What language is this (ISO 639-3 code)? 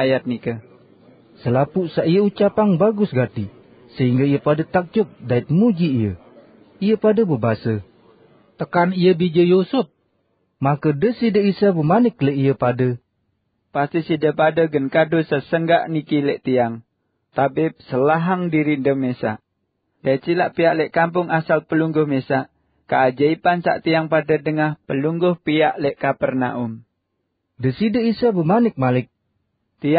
sas